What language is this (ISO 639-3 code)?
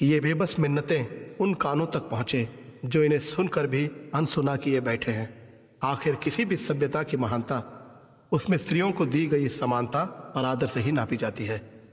hin